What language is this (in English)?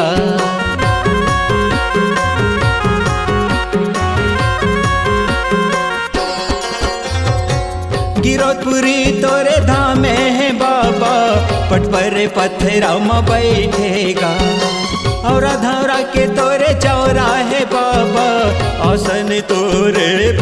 Chhattisgarhi